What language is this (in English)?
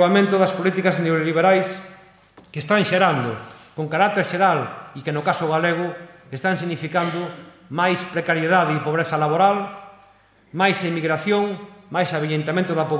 Galician